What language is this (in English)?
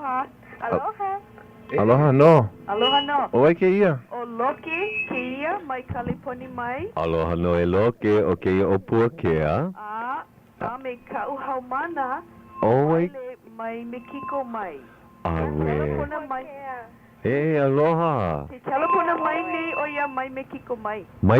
Hawaiian